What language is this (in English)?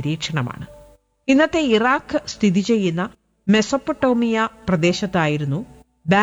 Malayalam